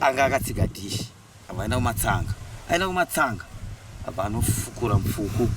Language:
Shona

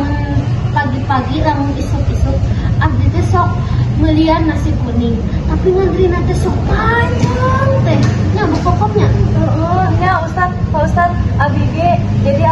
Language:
Sundanese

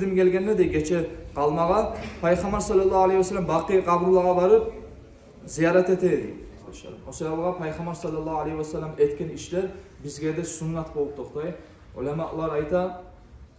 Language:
Kumyk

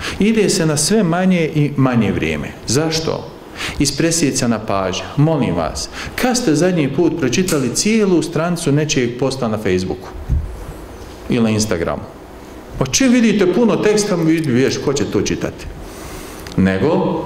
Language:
Bosnian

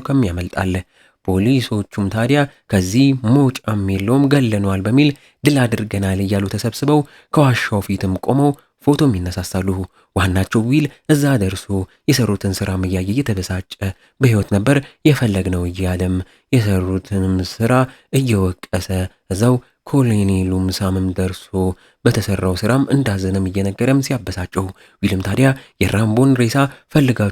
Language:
Amharic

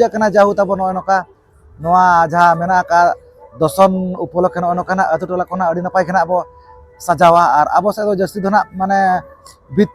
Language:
Santali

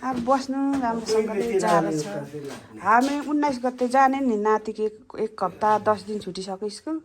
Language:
Nepali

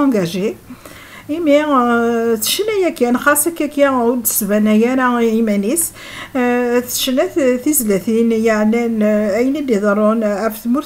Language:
Kabyle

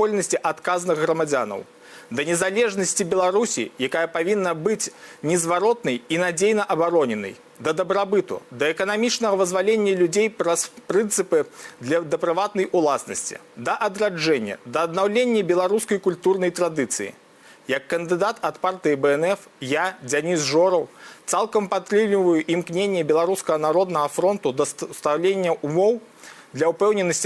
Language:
Belarusian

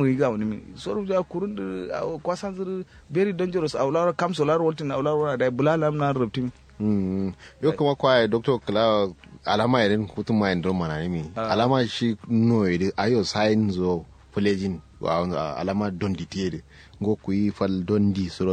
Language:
Kanuri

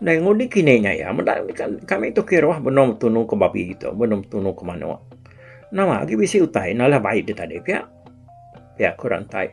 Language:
Iban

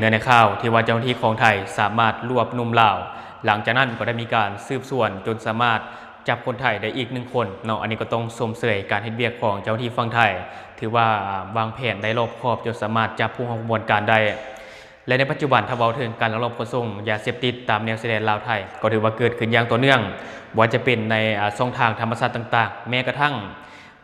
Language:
Lao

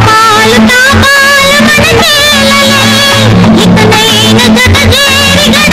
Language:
Telugu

